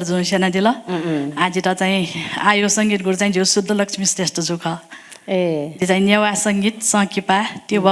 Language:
Newari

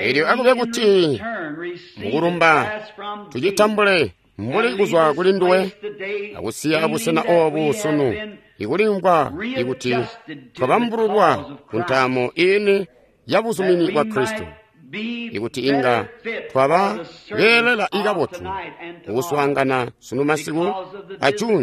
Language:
Tonga (Zambia)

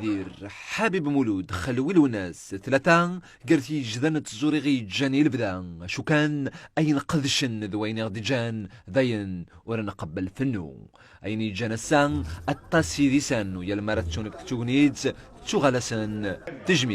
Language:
Kabyle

